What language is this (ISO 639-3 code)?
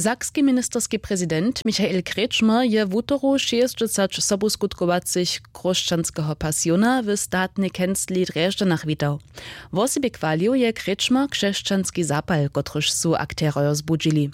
hsb